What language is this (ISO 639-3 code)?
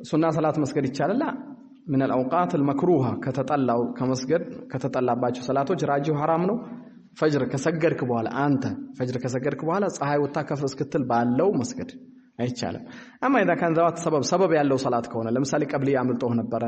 amh